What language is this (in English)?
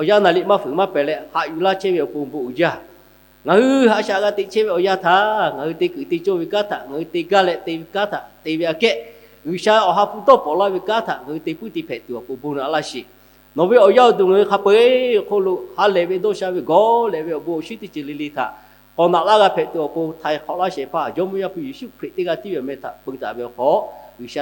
Lahu